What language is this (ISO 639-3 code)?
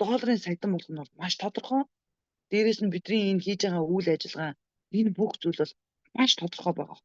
mon